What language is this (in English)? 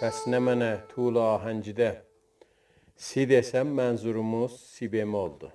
South Azerbaijani